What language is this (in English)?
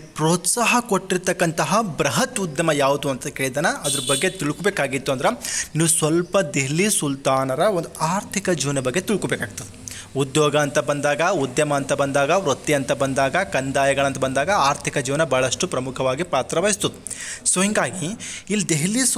Kannada